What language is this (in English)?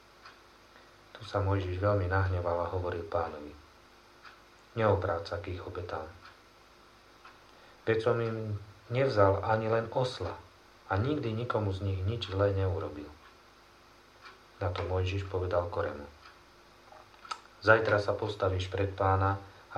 Slovak